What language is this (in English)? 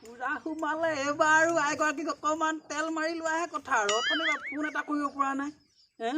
Assamese